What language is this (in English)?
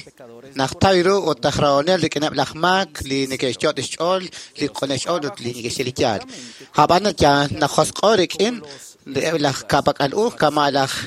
Kekchí